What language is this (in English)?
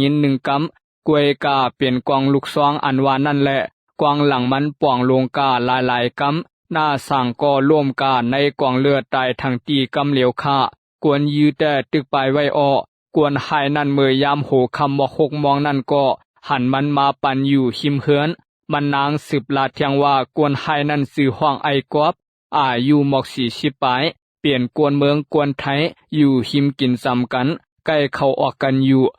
Shan